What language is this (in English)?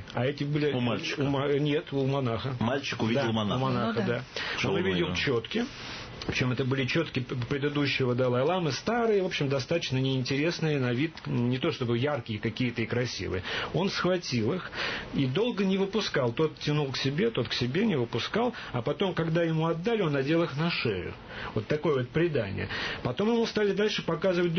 Russian